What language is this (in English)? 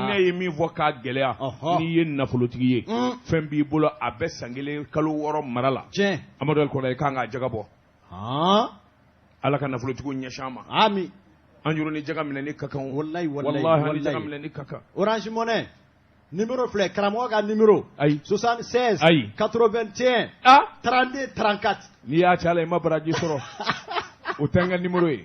Bambara